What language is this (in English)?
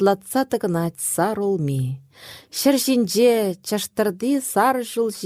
Chuvash